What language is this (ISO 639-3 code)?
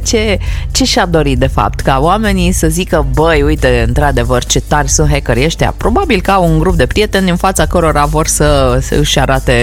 ron